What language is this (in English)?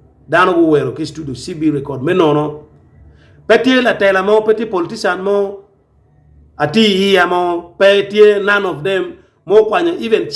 Acoli